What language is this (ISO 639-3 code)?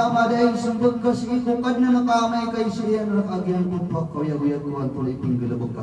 mrw